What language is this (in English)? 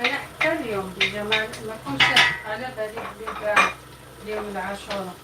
Algerian Arabic